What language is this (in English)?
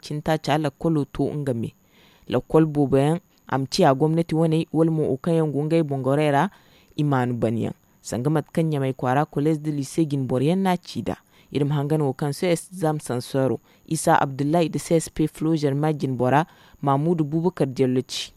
Zarma